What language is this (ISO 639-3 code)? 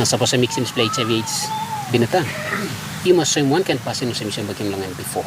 tpi